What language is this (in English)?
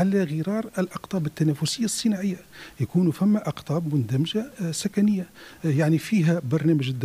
Tunisian Arabic